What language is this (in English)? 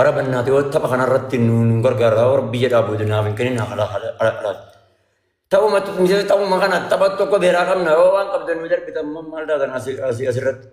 Oromo